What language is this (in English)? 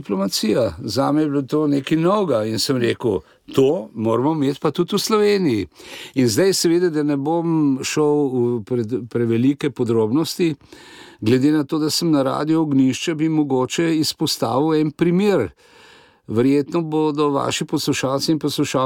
Slovenian